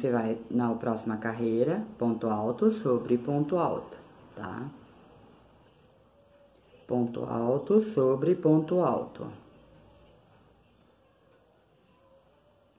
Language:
Portuguese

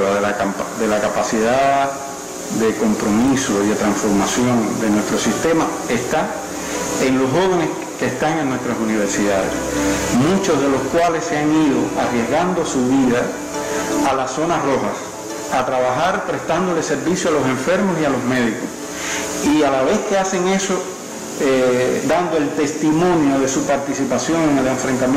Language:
Spanish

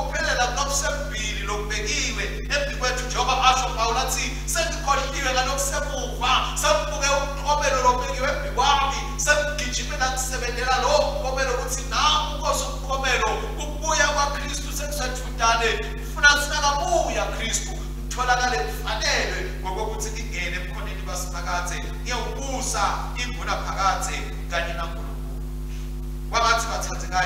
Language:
Swati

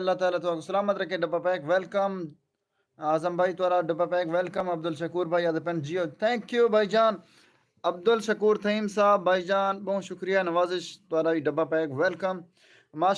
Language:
Saraiki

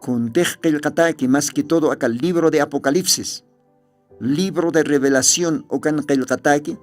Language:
Aymara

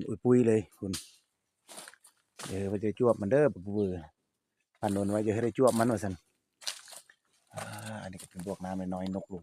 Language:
Lao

